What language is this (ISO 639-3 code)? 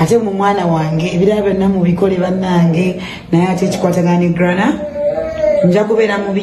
lug